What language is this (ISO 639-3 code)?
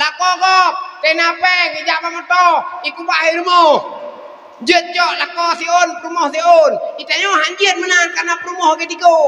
ace